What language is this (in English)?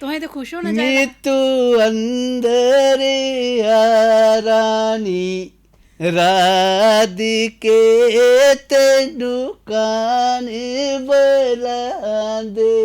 Dogri